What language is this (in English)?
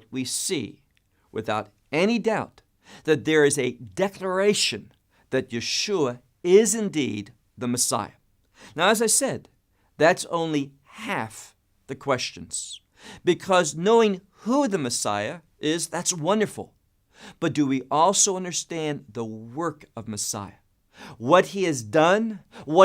English